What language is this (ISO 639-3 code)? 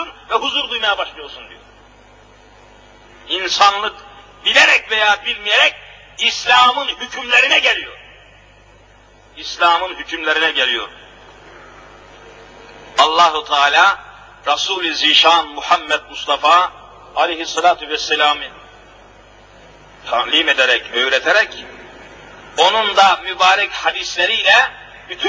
tur